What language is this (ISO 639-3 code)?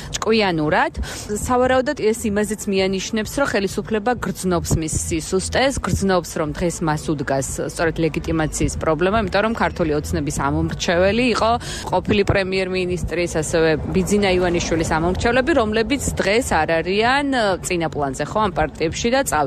kat